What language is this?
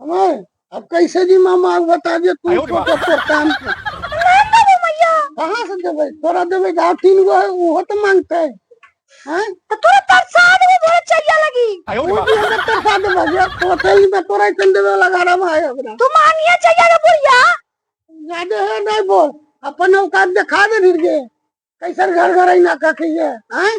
Magahi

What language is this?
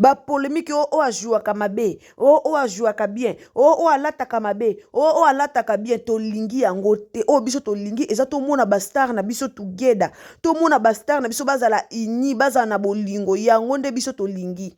Lingala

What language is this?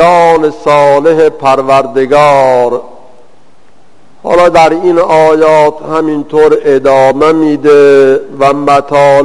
Persian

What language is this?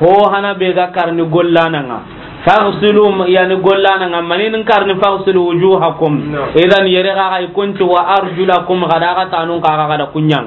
Soninke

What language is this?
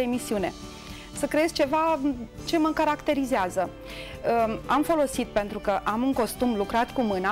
Romanian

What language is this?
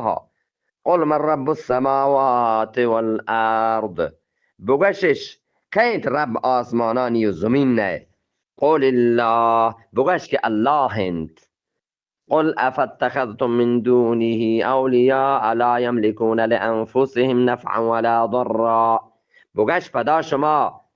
Eastern Balochi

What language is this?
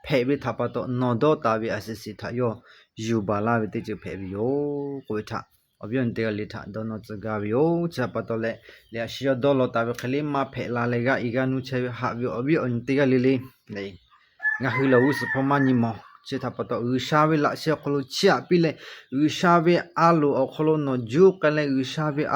Lahu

